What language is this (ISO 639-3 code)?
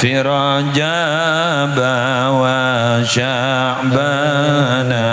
mad